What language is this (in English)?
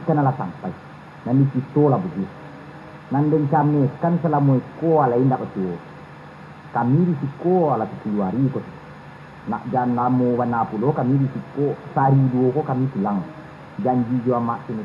Minangkabau